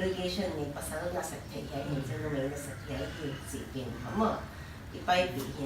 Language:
Paite Chin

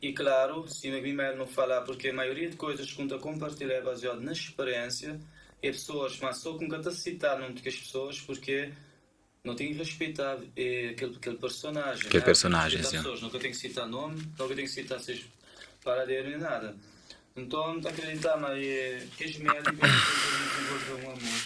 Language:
Kabuverdianu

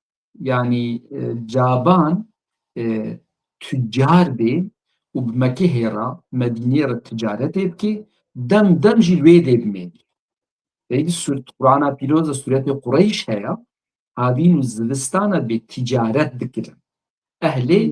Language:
Kurdish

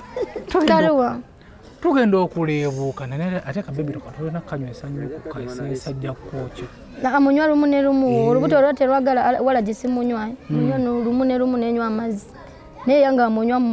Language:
Ganda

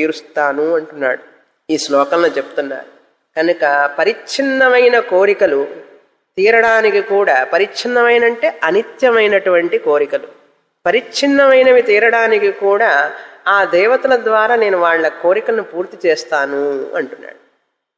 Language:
Telugu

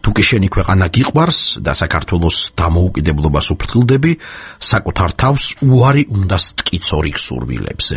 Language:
Georgian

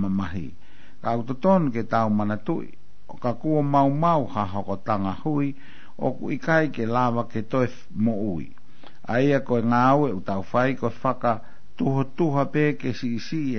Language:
Tongan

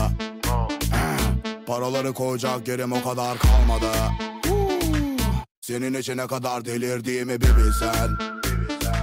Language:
Turkish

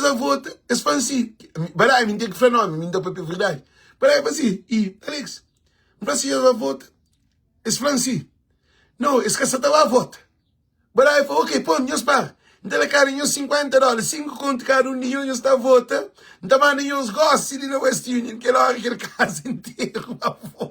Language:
Kabuverdianu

